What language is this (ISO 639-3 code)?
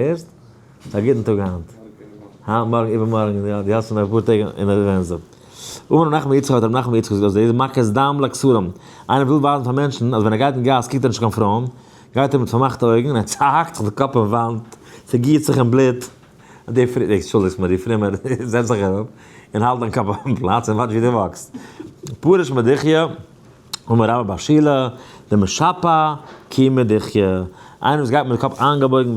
yid